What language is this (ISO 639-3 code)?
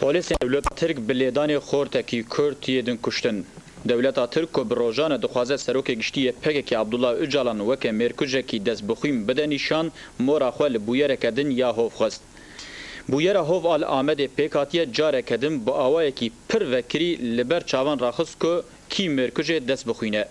kur